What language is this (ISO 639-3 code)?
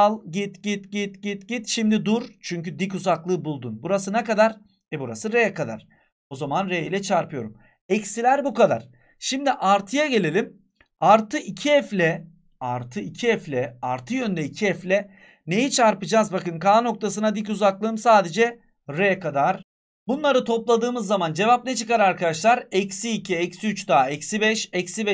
tur